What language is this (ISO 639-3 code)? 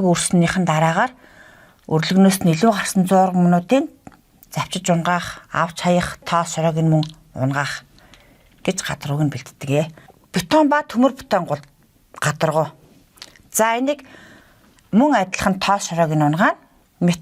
mon